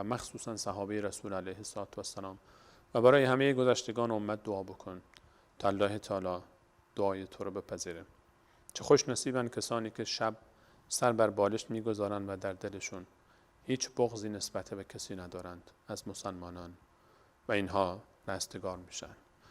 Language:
Persian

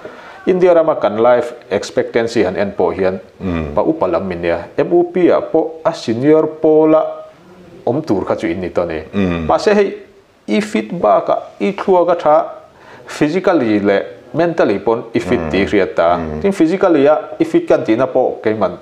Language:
Mizo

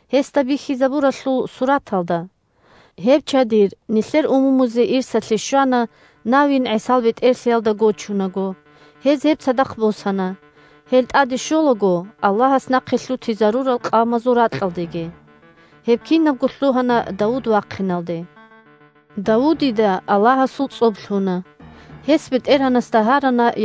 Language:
Avaric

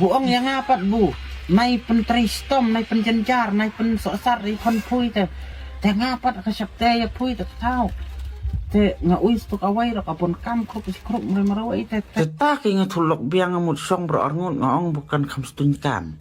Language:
Khasi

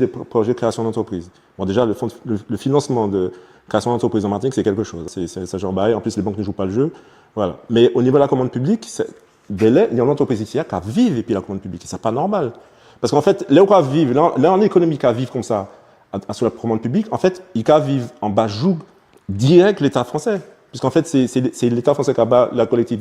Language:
Guadeloupean Creole French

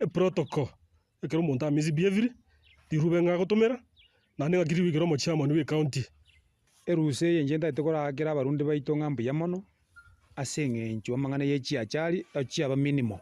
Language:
Gusii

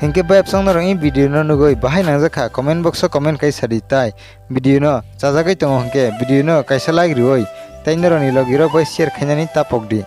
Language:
Kok Borok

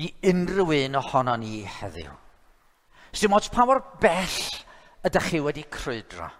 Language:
Welsh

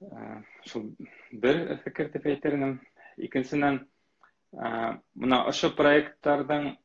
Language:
Bashkir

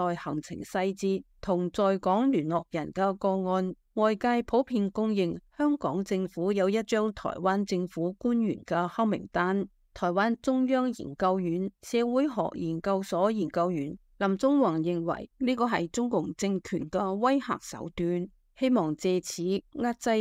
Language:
Cantonese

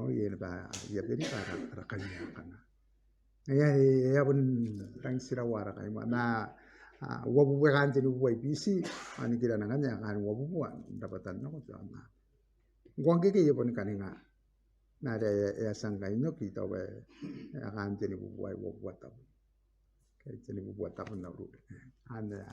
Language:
Gilbertese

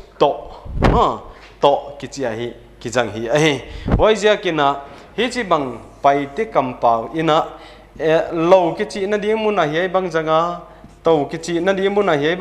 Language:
Paite Chin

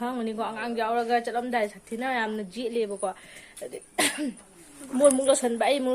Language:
Manipuri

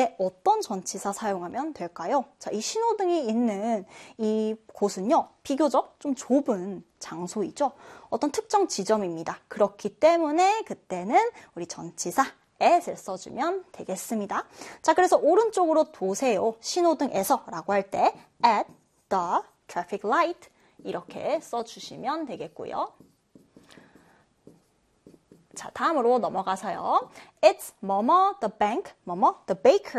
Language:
Korean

